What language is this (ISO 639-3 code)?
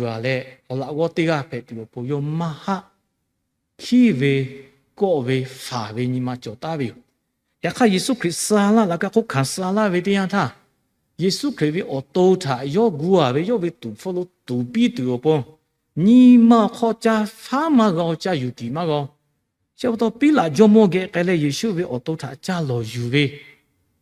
lhu